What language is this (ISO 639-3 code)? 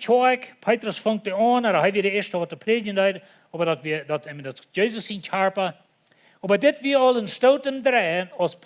pdt